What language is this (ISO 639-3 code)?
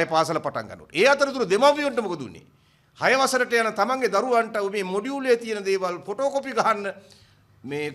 sin